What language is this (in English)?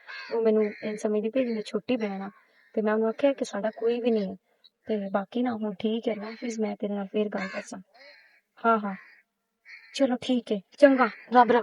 Western Panjabi